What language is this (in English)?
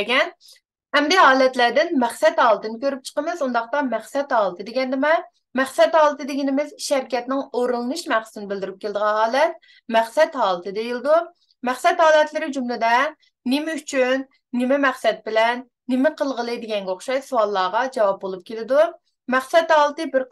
Uyghur